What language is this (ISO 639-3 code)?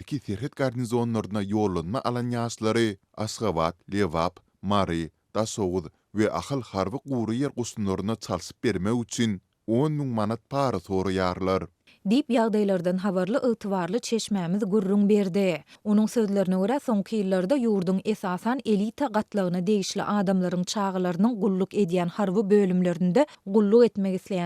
tuk